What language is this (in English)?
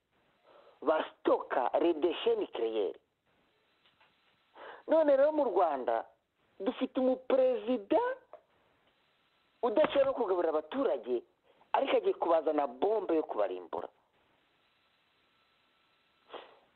Kinyarwanda